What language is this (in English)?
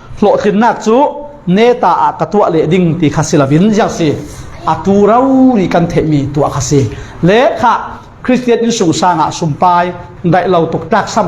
Falam Chin